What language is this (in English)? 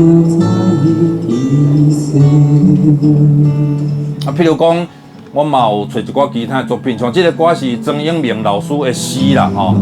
Min Nan Chinese